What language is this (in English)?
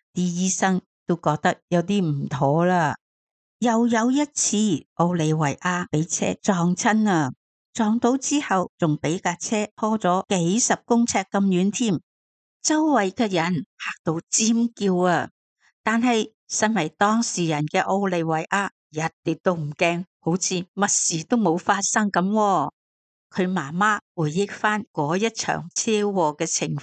Cantonese